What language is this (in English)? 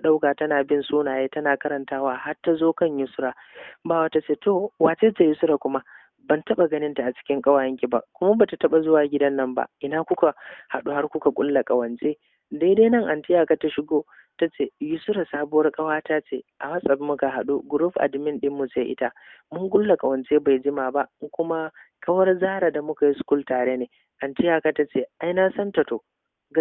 Hausa